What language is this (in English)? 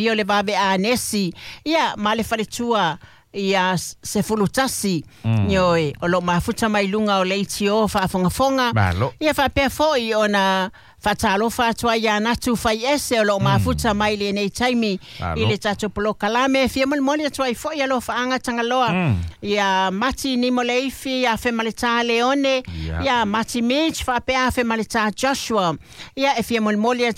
Samoan